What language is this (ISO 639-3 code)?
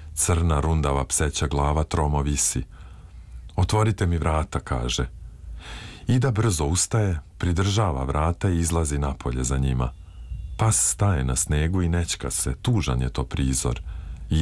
srp